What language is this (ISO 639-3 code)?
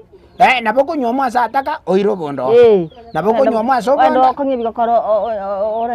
guz